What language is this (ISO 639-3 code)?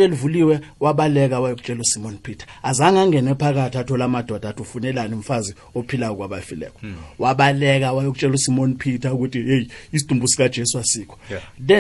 nbl